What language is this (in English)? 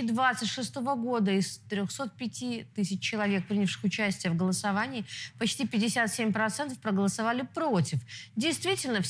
Russian